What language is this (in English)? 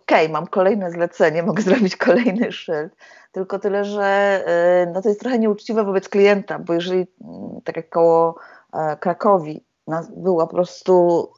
Polish